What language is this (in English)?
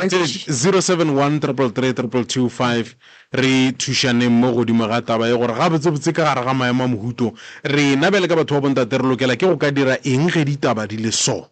Northern Sotho